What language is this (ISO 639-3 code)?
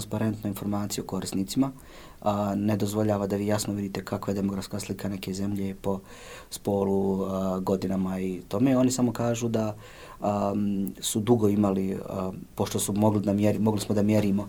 bos